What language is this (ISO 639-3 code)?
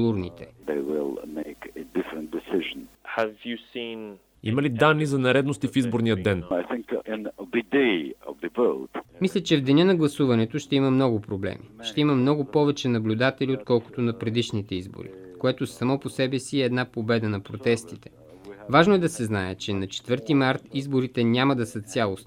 bul